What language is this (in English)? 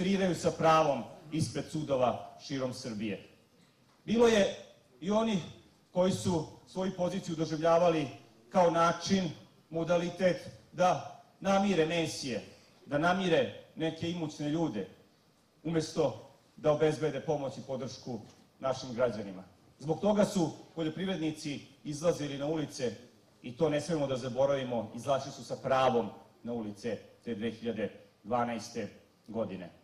Serbian